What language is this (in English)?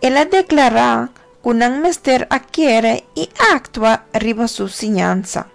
Papiamento